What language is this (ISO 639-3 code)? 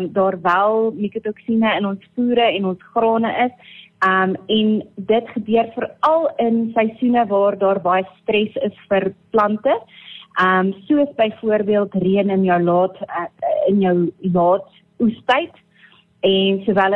afr